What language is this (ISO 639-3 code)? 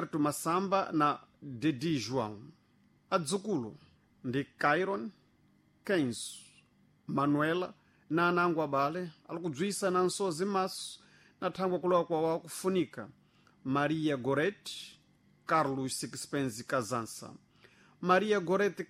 seh